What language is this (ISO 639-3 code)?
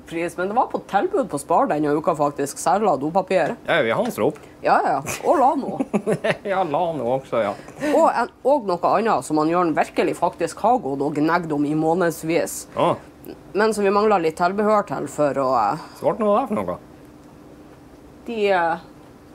nor